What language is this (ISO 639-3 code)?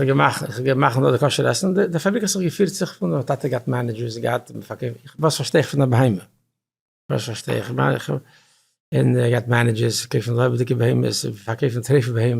yid